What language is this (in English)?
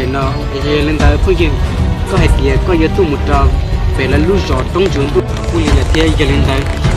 Hmong